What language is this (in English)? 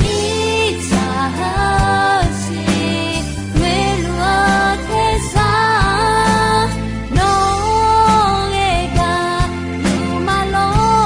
Akha